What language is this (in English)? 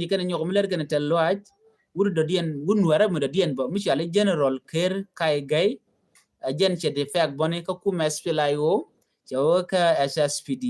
Nuer